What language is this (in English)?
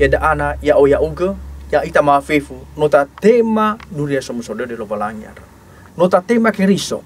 Nias